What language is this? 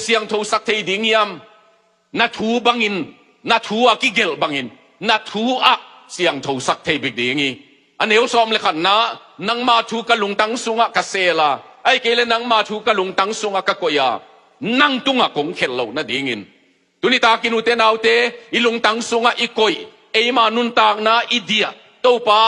Tedim Chin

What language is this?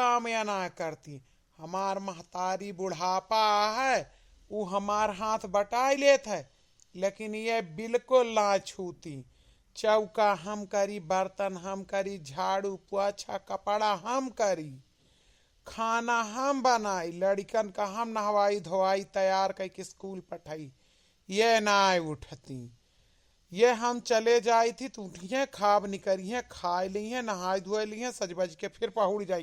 Awadhi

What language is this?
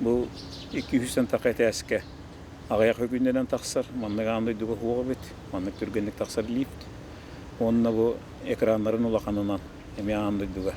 Yakut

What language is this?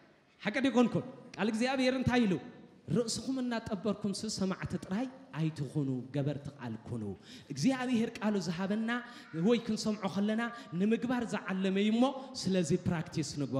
Tigrinya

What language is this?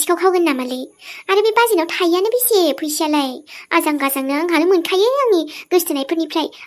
Bodo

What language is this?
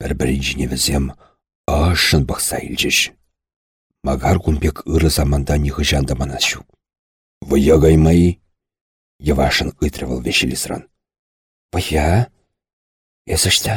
Chuvash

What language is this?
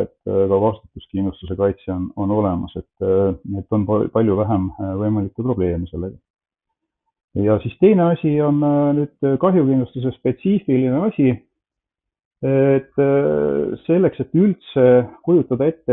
Estonian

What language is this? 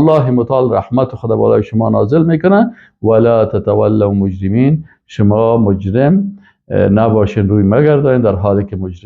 Persian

